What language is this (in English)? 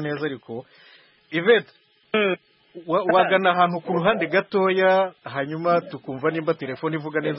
Kinyarwanda